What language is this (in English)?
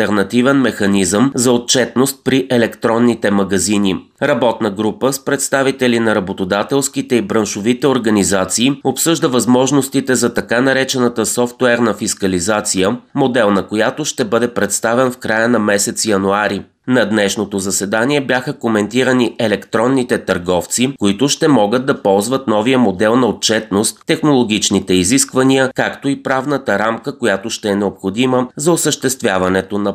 Bulgarian